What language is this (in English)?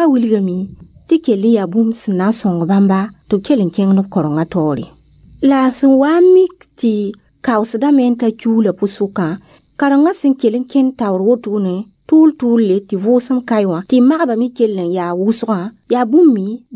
Mossi